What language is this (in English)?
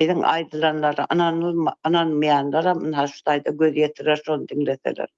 Turkmen